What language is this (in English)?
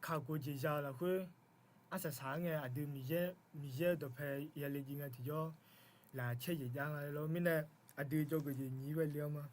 Akha